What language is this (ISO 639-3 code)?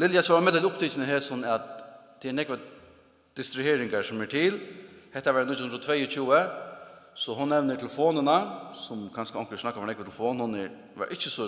fao